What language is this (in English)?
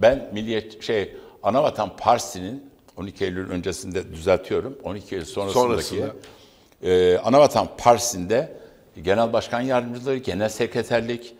Turkish